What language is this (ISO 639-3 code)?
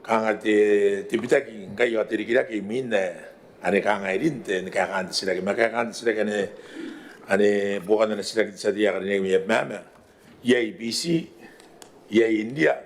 gil